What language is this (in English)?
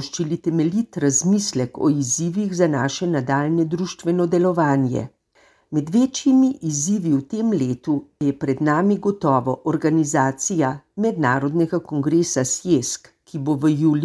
Slovenian